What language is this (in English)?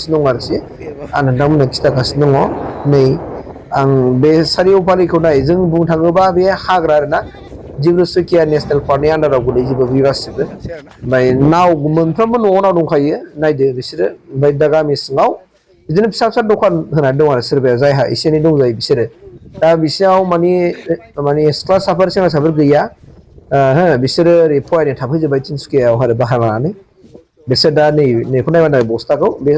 Bodo